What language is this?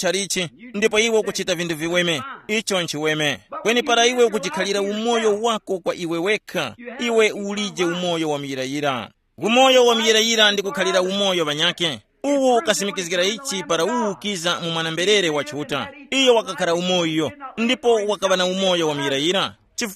Tumbuka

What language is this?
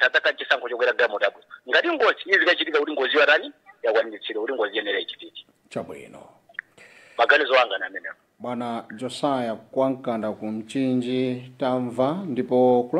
Nyanja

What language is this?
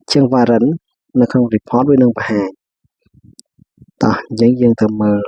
Khmer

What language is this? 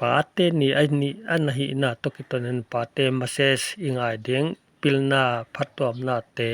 Paite Chin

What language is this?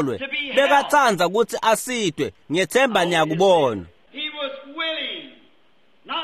Swati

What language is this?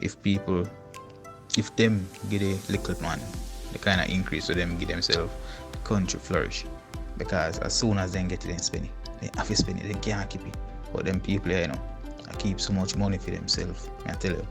Jamaican Creole English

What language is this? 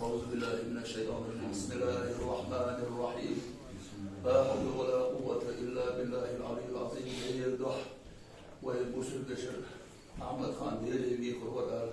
Ingush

